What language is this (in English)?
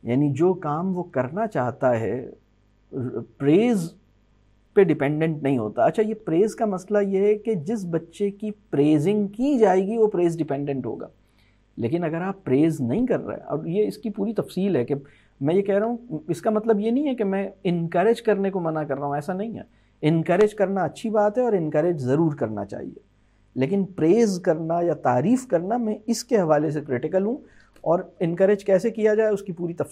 Urdu